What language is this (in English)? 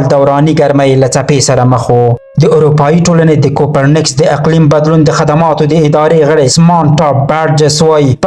Pashto